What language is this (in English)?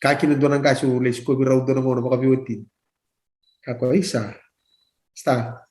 Fijian